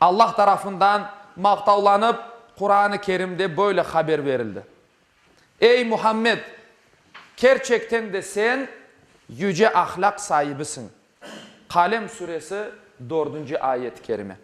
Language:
Crimean Tatar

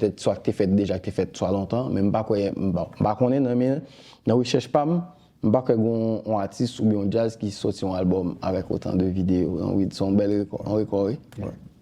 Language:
Haitian Creole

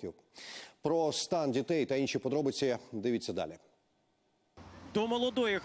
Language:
Ukrainian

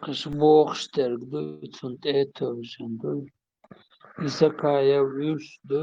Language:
Chechen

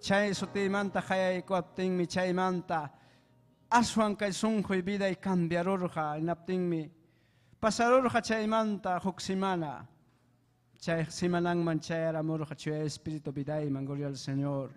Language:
Ayacucho Quechua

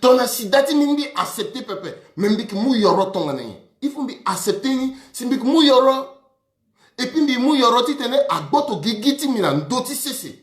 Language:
Sango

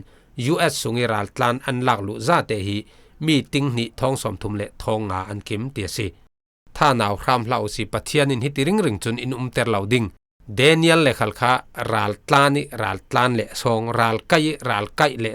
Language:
Falam Chin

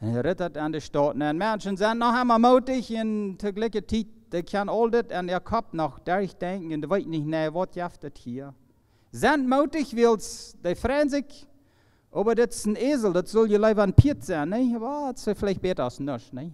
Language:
Plautdietsch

